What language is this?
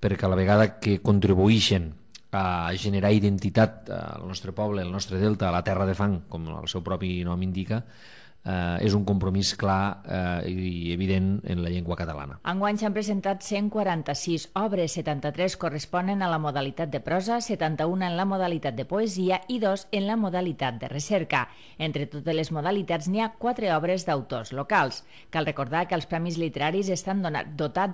Catalan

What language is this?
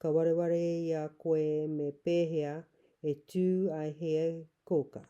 Māori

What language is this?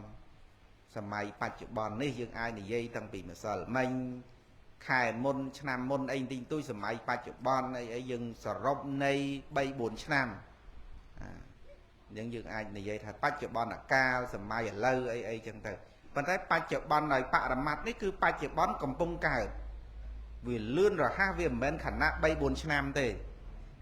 Khmer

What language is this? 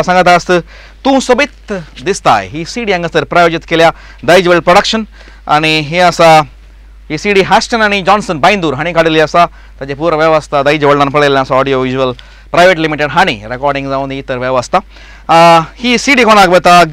Konkani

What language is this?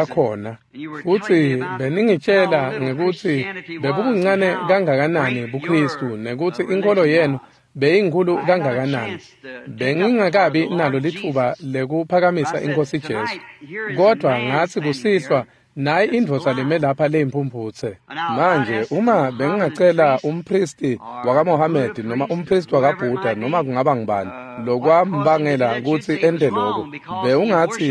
Swati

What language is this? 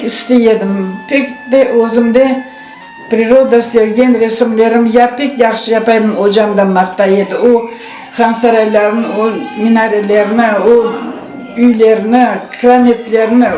Crimean Tatar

